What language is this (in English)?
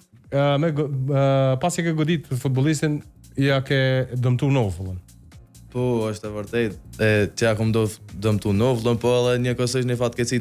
Albanian